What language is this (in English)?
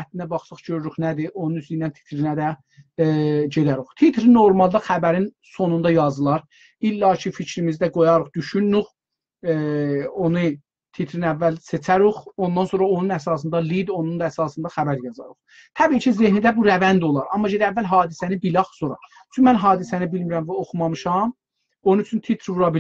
South Azerbaijani